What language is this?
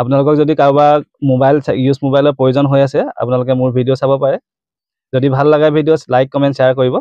Assamese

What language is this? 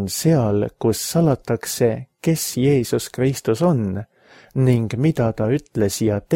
Estonian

